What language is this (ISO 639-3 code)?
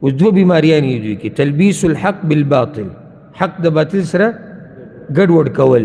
pus